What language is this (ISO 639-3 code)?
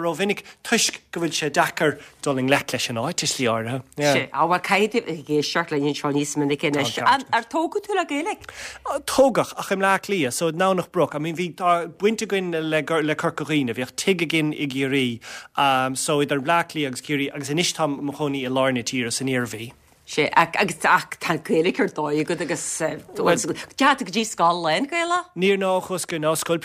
gle